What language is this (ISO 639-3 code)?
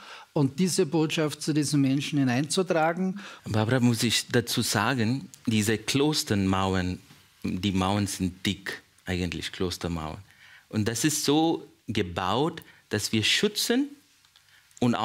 deu